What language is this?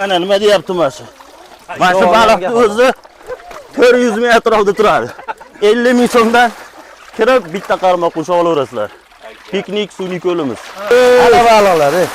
Uzbek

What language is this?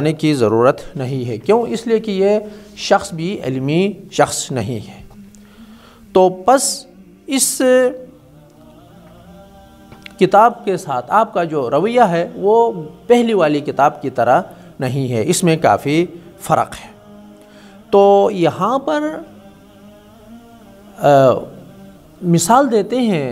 Urdu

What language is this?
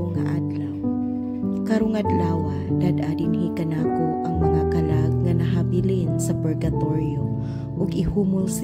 Cebuano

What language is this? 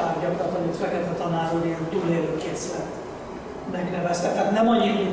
Hungarian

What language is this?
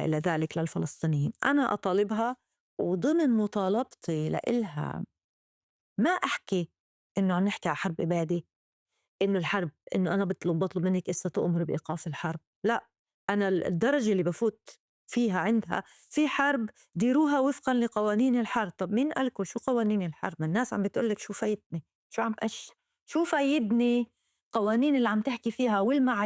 North Levantine Arabic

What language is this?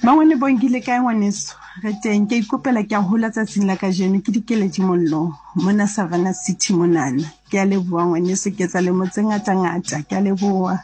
Southern Sotho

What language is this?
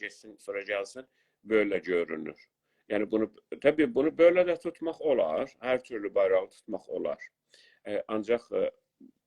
South Azerbaijani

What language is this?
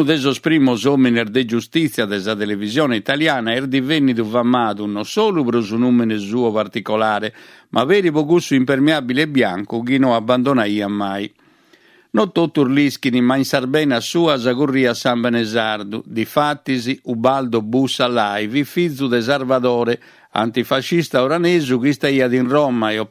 Sardinian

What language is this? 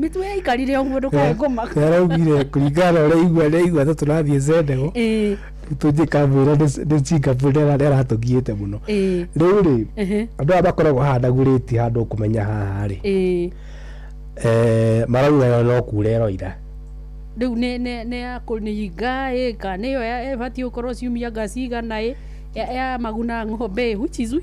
Kikuyu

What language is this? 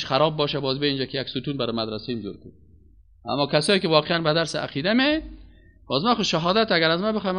Persian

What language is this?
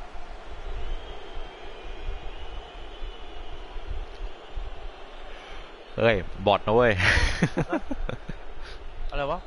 Thai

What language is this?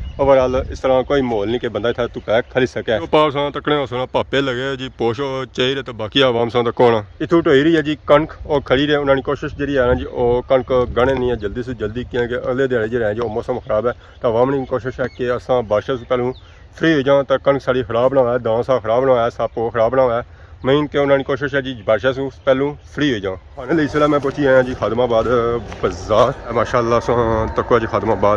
Pahari-Potwari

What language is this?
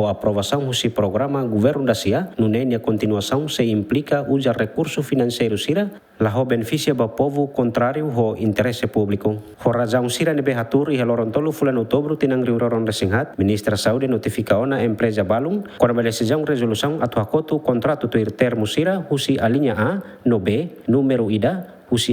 Tetum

